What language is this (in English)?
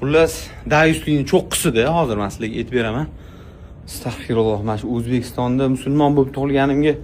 Uzbek